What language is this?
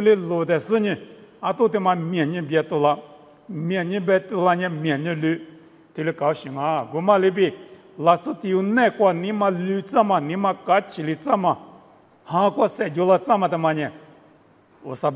Lisu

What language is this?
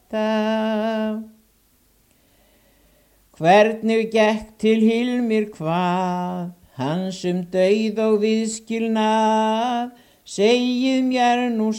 Icelandic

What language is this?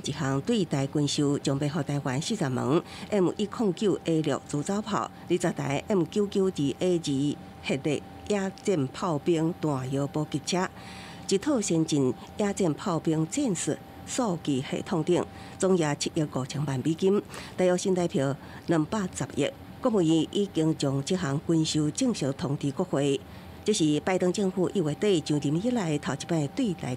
Min Nan Chinese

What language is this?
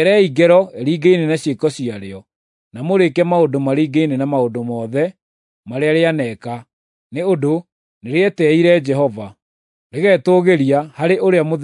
Kikuyu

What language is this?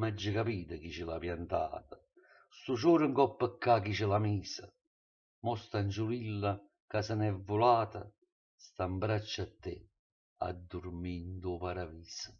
Neapolitan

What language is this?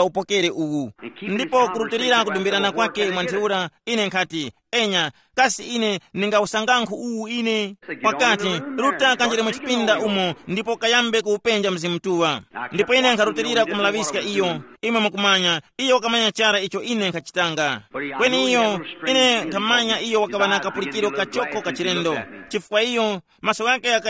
Tumbuka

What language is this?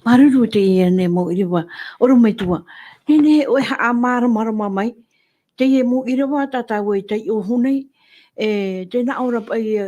Tahitian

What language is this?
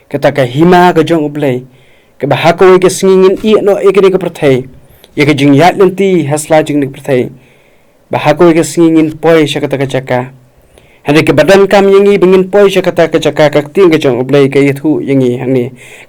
Khasi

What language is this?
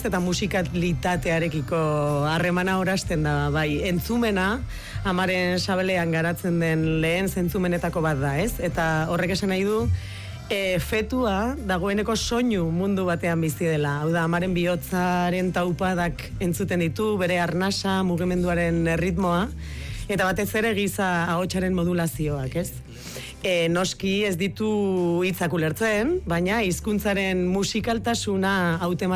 Basque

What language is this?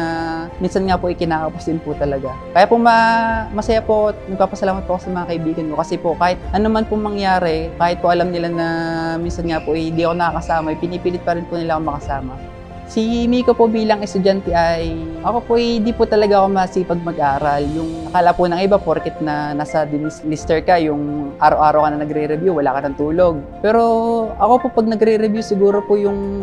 Filipino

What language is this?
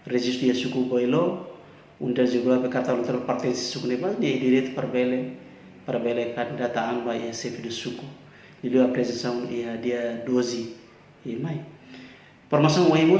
Tetum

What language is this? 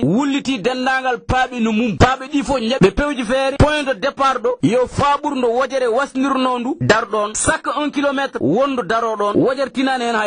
Fula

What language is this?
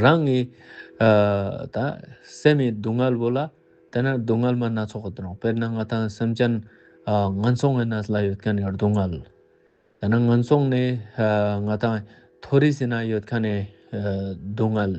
Ladakhi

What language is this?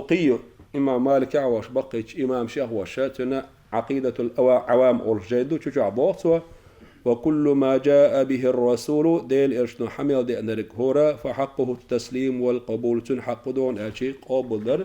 Chechen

